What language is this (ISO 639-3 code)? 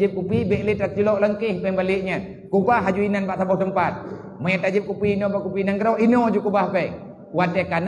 ace